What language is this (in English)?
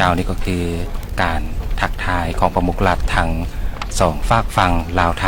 Lao